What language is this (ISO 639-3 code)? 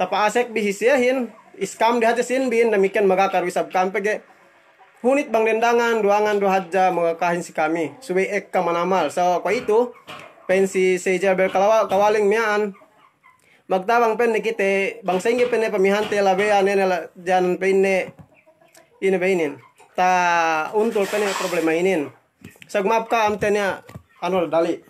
yka